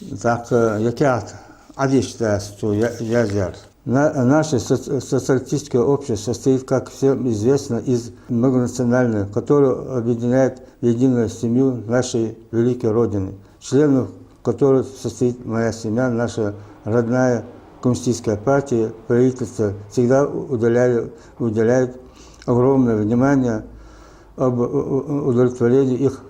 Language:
Ingush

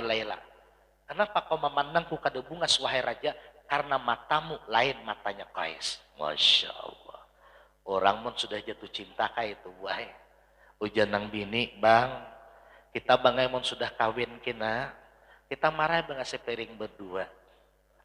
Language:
Banjar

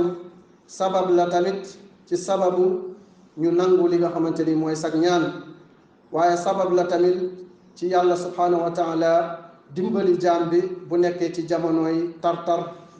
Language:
Wolof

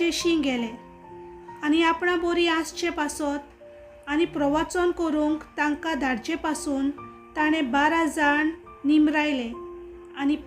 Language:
Konkani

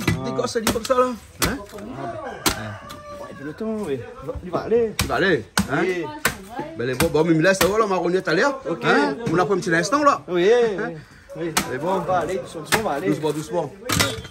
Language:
Réunion Creole French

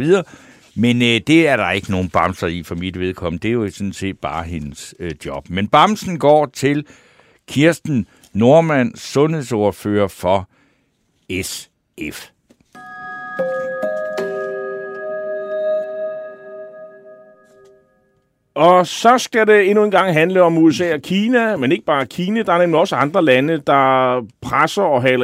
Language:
Danish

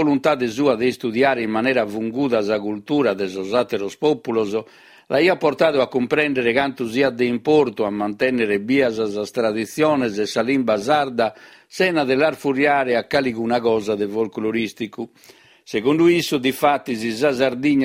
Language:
Sardinian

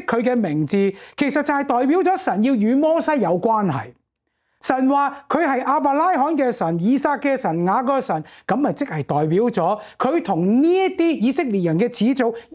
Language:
Cantonese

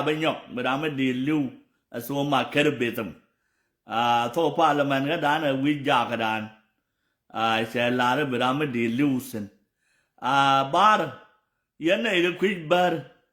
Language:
Nuer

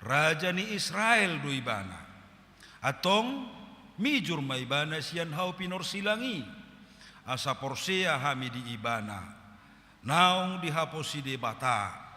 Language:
Batak Toba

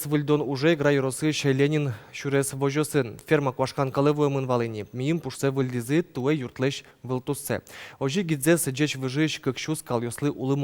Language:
Udmurt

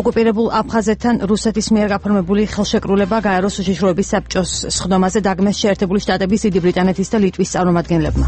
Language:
Georgian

